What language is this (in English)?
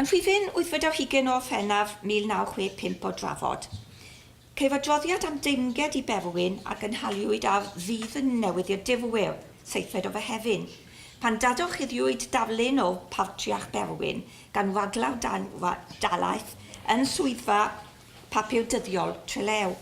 Welsh